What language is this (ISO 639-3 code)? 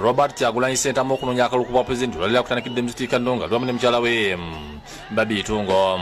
lug